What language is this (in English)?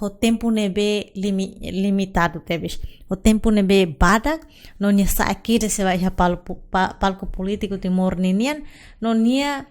Tetum